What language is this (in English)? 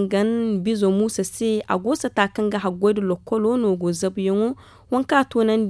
Zarma